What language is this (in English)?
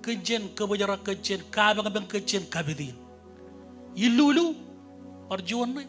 Marshallese